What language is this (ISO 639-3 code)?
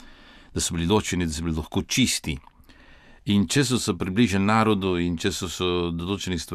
slv